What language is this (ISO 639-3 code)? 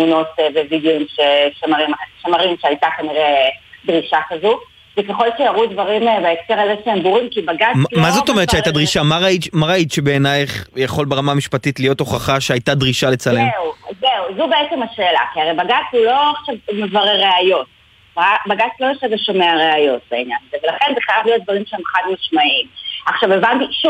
heb